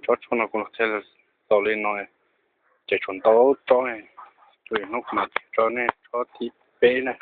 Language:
Hmong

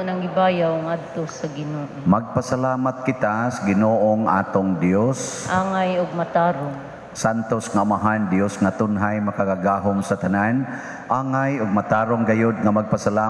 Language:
Cebuano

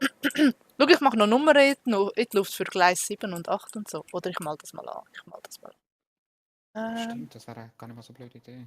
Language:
Swiss German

